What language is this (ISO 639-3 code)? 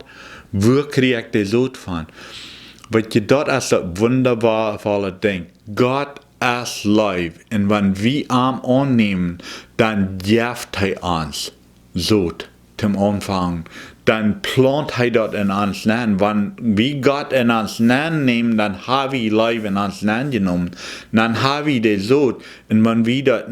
pdt